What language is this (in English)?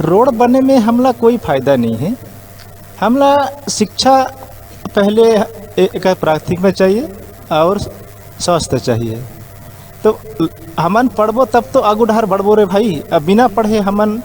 Chhattisgarhi